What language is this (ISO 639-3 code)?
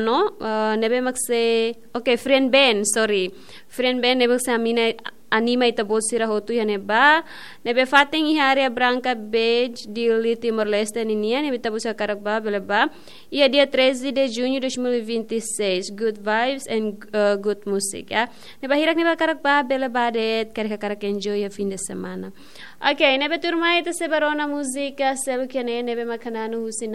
tet